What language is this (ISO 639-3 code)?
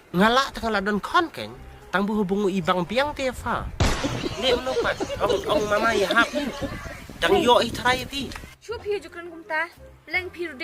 kha